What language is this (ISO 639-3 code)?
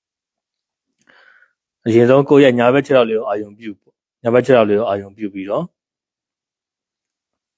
mya